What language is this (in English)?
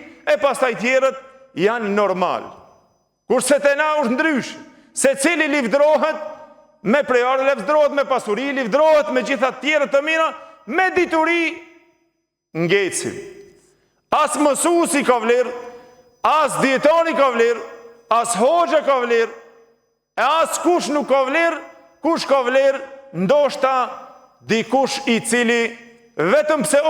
Albanian